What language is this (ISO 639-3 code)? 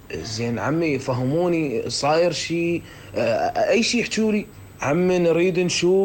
acm